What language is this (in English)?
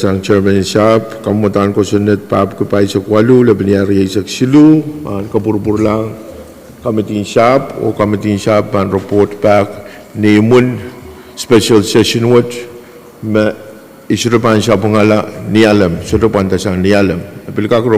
Pohnpeian